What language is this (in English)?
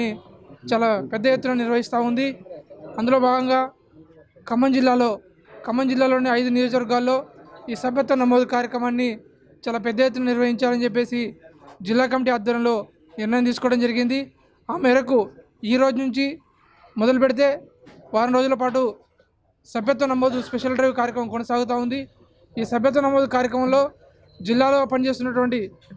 Telugu